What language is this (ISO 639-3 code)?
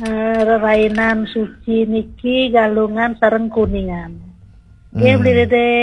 ban